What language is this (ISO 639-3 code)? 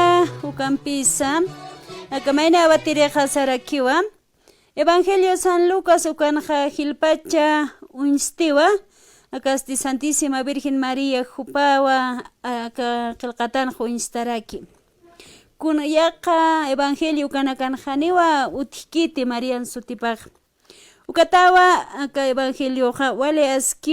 aym